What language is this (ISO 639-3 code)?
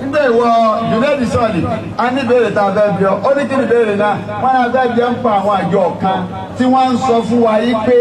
yor